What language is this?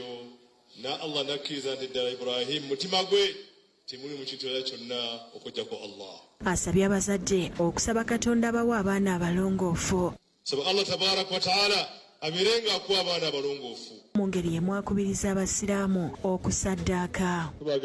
Ganda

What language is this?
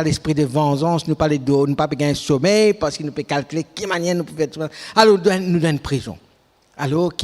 Morisyen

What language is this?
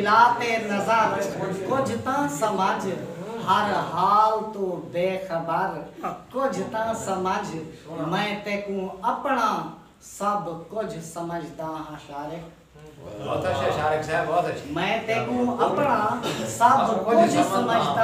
Saraiki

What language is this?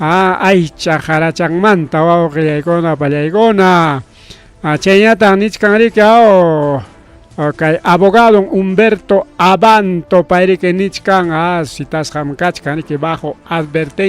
Ayacucho Quechua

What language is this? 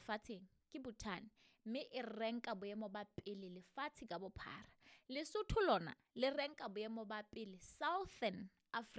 Southern Sotho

